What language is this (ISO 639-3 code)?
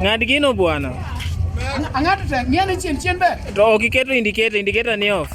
luo